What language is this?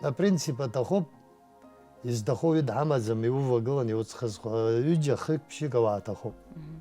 Abkhazian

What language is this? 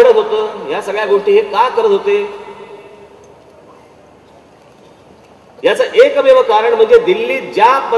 Marathi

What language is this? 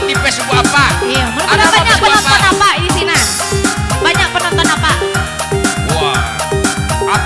Minangkabau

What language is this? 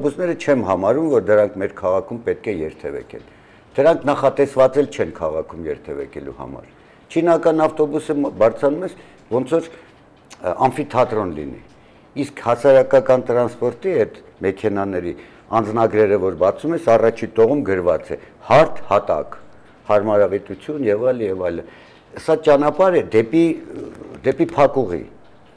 Armenian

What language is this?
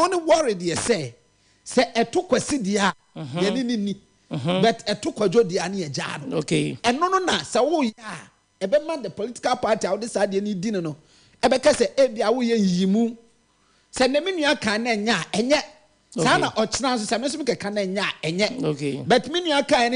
Akan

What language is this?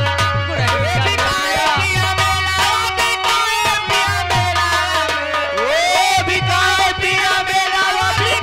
Bhojpuri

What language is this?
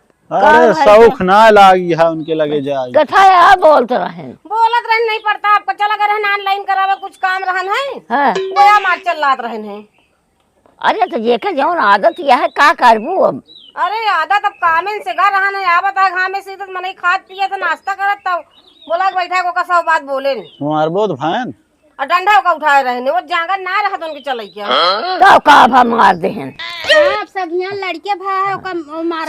Awadhi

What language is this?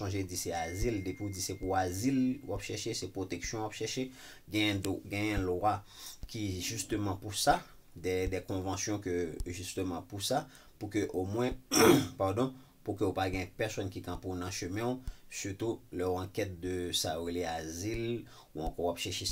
Haitian Creole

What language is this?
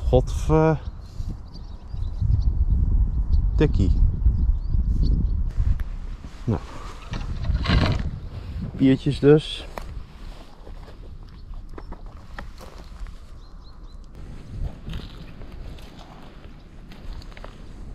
Dutch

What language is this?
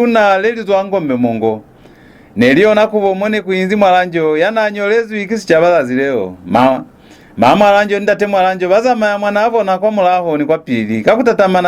Lozi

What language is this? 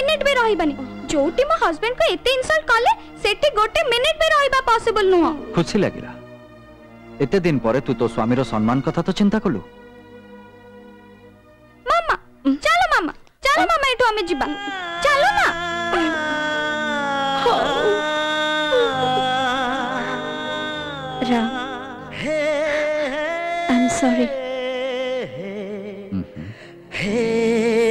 Odia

